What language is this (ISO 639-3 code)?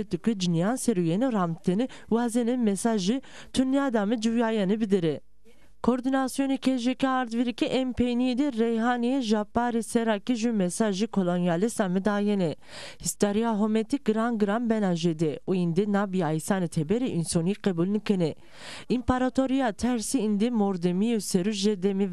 zza